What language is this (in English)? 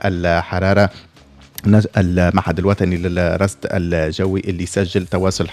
Tunisian Arabic